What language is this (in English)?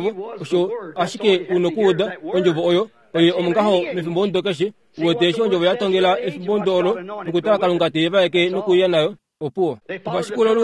Kuanyama